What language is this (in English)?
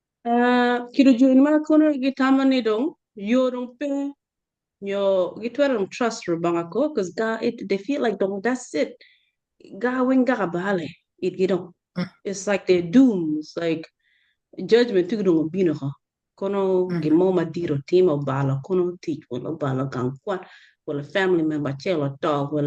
Acoli